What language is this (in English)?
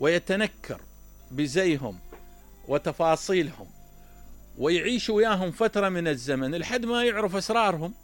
Mesopotamian Arabic